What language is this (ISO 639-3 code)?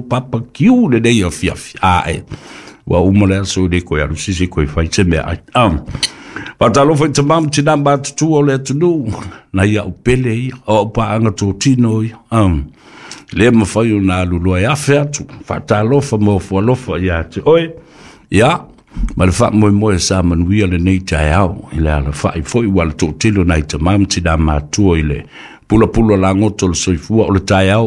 smo